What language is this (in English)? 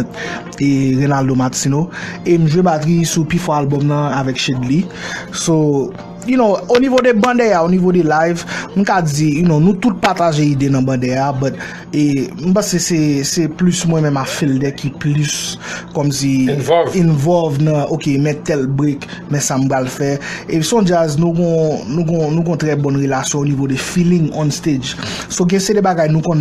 Haitian Creole